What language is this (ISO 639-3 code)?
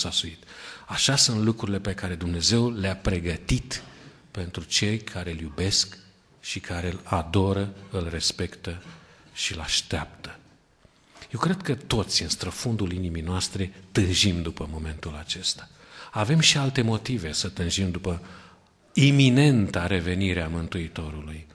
ron